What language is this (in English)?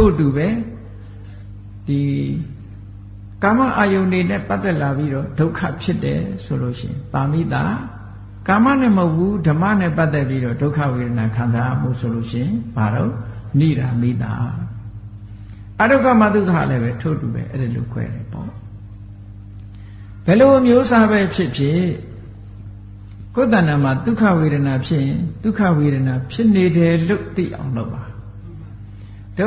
Burmese